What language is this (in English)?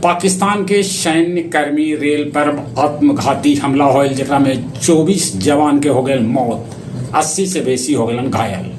Magahi